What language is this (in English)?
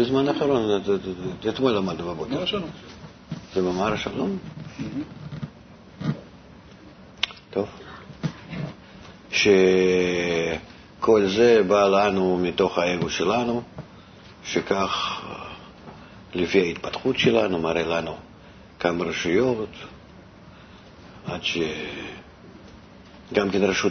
Hebrew